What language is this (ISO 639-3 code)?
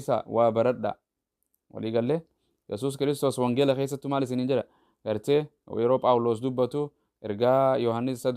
orm